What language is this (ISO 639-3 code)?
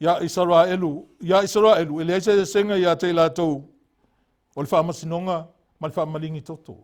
smo